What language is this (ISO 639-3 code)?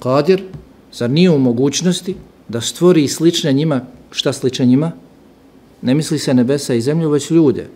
bos